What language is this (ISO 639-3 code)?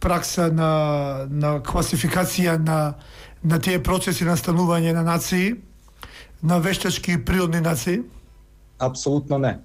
mkd